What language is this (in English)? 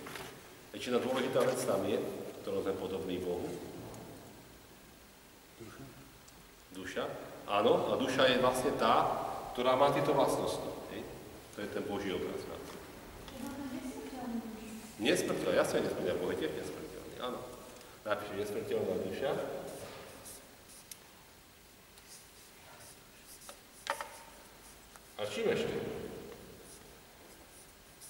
Slovak